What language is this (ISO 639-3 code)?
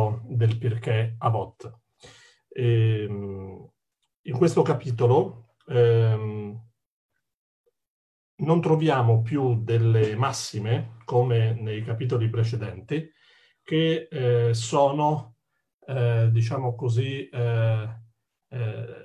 ita